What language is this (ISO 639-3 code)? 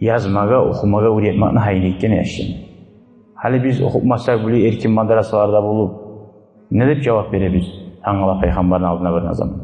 kum